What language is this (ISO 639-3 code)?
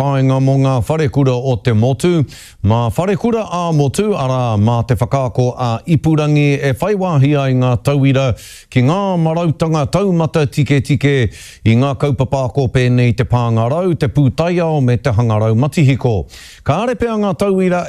mri